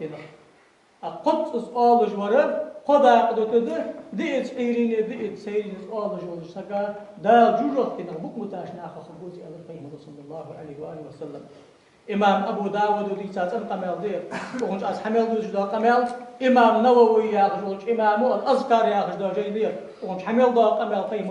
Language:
Ingush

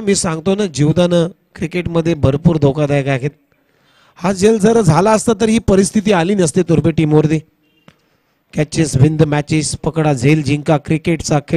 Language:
Marathi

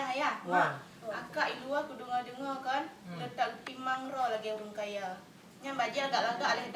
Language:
Achinese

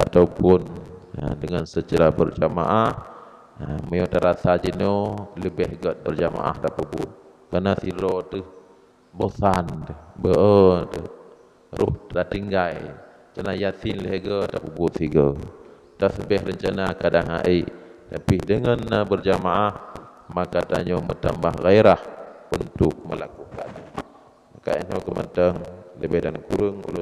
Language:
Achinese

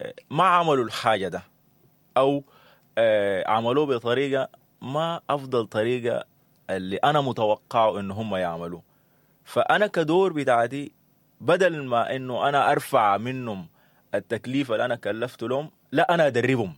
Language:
Sudanese Arabic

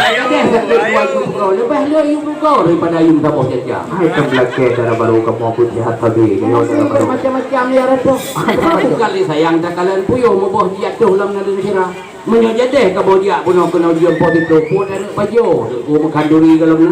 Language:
Achinese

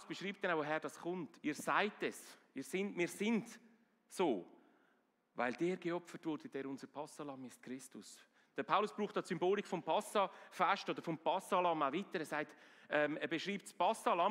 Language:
Swiss German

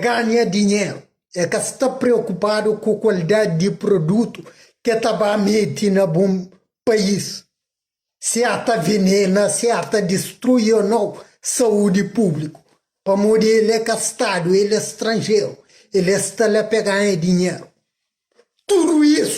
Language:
Kabuverdianu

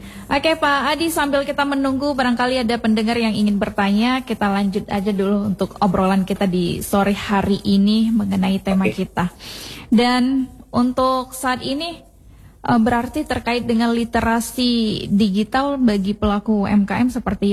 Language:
Indonesian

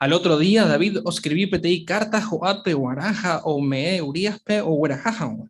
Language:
Guarani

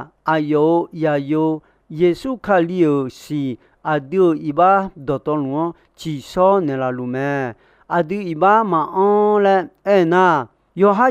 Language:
Akha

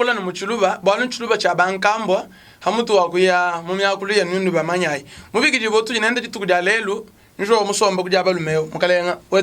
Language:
Luba-Lulua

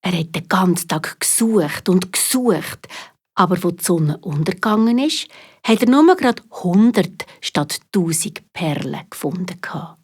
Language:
Swiss German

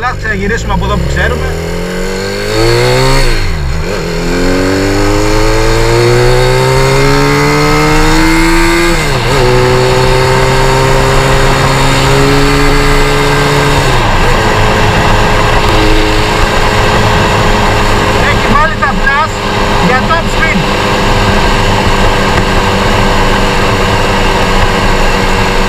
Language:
Greek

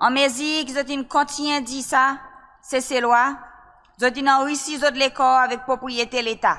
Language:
Seselwa Creole French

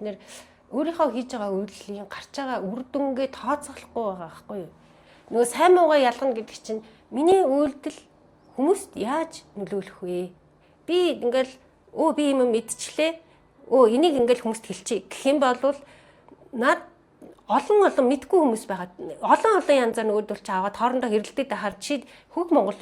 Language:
Mongolian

